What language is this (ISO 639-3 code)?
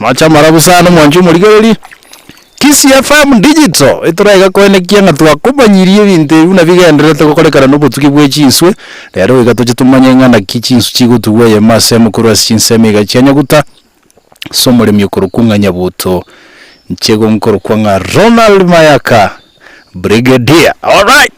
guz